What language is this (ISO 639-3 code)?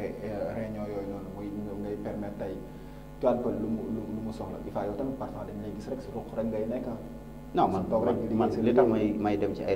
wol